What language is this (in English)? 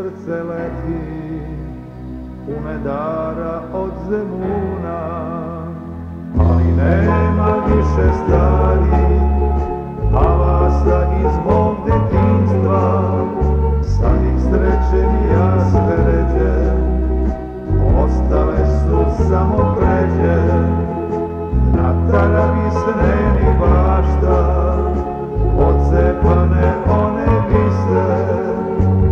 Serbian